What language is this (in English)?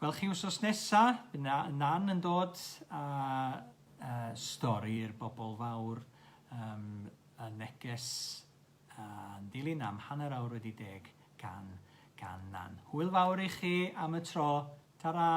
Welsh